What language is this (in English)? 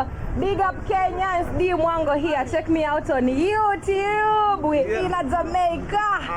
Jamaican Creole English